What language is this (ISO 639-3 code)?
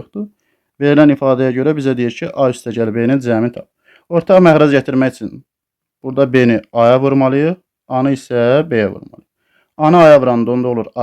aze